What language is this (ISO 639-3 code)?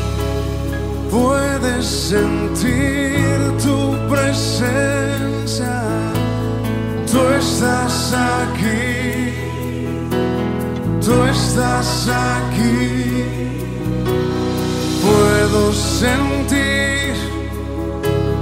spa